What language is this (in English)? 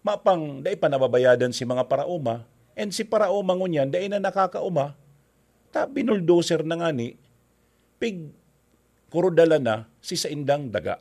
Bikol